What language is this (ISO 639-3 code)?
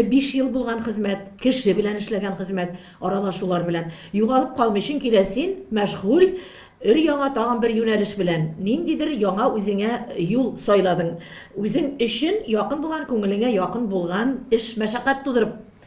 tat